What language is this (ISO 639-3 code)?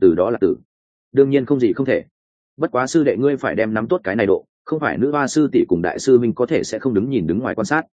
vie